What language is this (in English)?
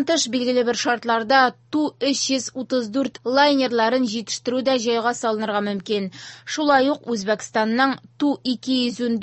Tatar